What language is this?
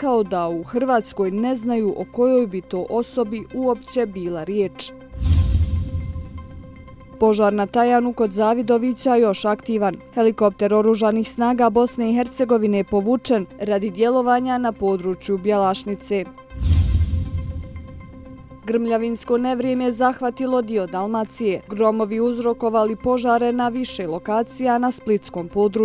Bosnian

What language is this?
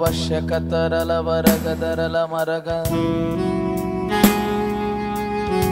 Kannada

